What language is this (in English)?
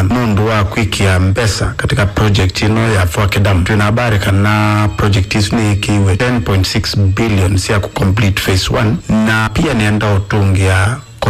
Kamba